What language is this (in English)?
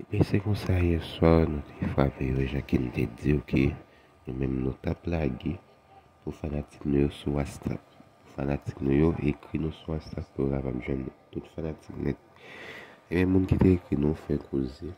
Haitian Creole